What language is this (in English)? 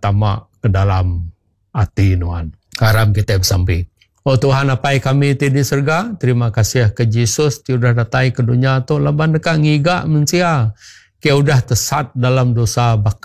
Iban